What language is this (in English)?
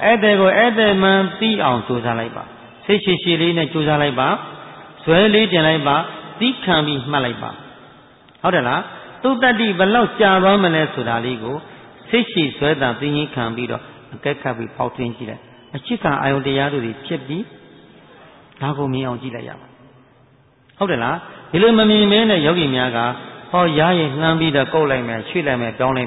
Burmese